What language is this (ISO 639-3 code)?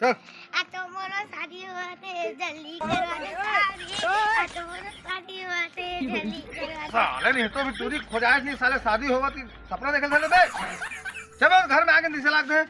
hne